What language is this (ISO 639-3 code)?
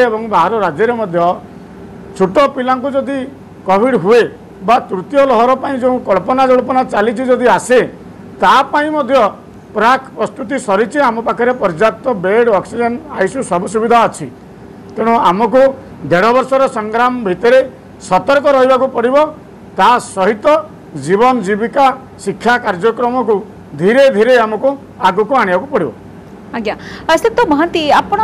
ori